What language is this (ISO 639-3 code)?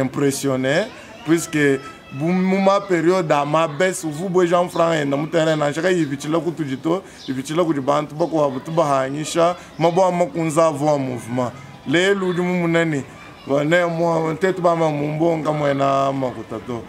lua